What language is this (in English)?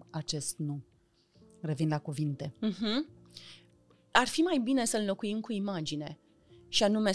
Romanian